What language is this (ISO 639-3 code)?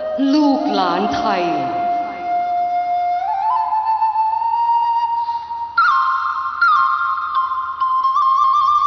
tha